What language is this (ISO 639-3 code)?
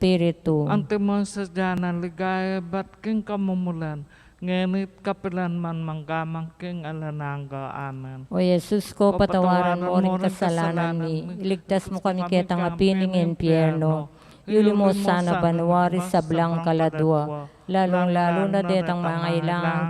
pam